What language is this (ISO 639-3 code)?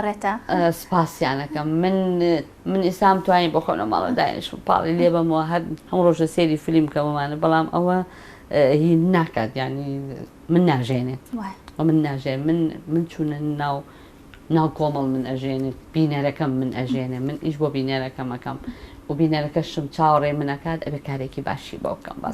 ckb